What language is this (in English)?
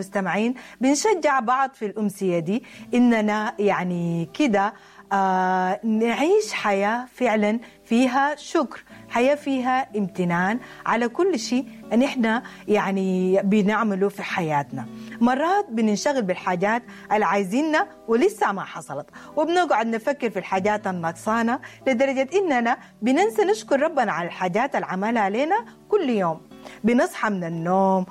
Sudanese Arabic